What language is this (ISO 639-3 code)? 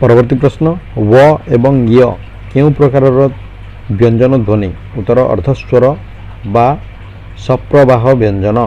ori